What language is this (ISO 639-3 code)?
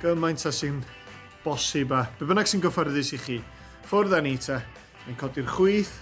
cym